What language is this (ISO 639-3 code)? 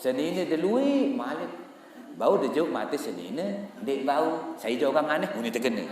sas